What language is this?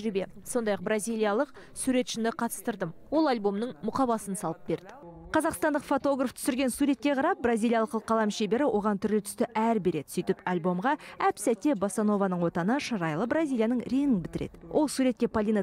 Kazakh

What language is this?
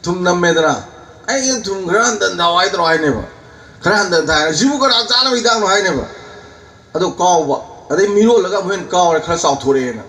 Manipuri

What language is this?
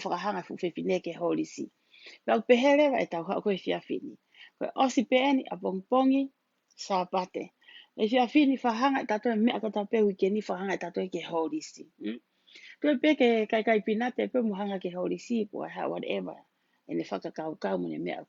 Tongan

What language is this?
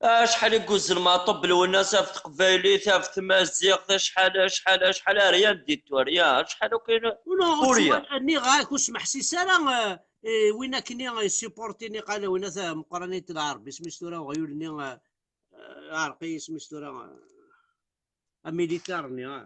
Kabyle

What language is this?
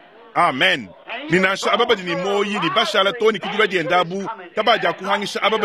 Luba-Lulua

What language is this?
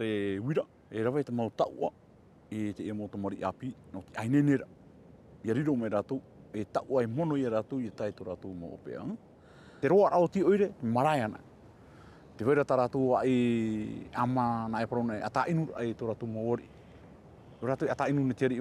Tahitian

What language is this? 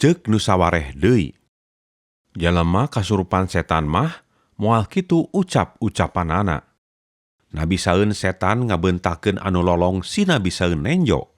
Sundanese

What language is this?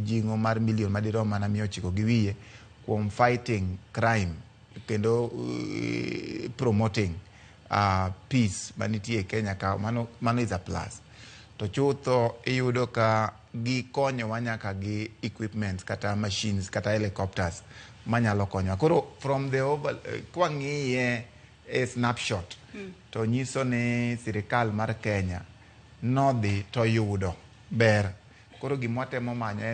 Luo (Kenya and Tanzania)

